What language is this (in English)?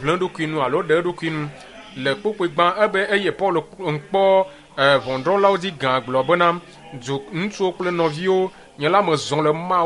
Ewe